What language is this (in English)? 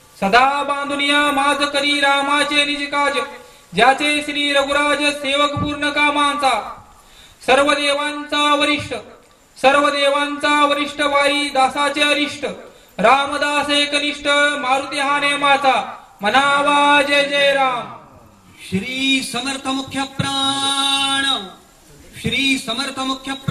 Marathi